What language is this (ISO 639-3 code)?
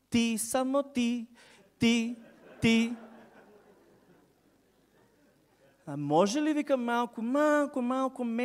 bul